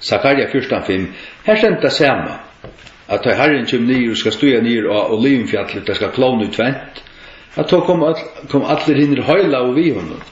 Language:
Faroese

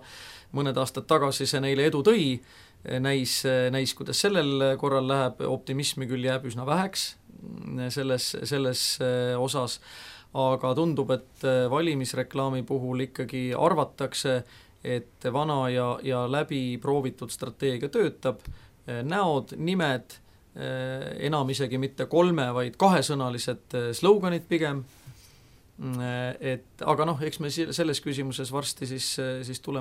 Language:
Estonian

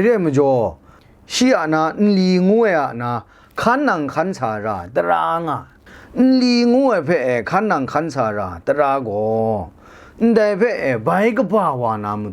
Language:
Kachin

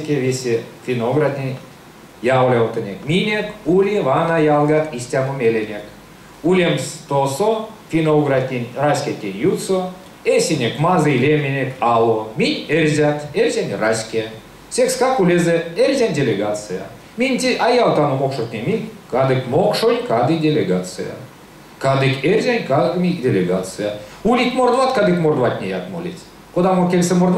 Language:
Erzya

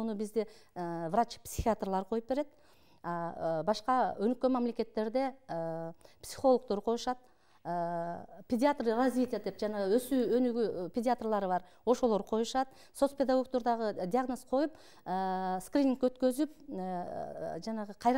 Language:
Kyrgyz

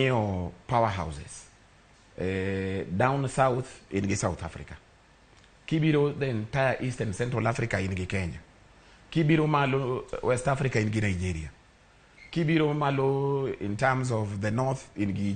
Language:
Luo (Kenya and Tanzania)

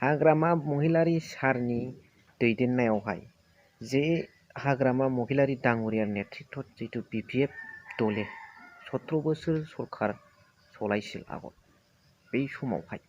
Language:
Bodo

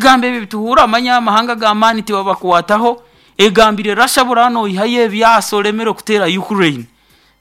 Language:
Nyoro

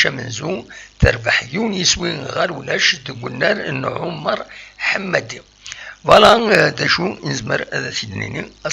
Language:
Kabyle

